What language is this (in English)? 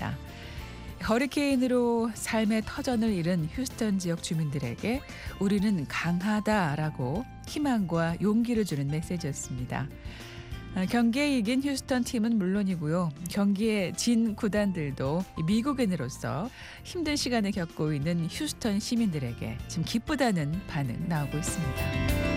Korean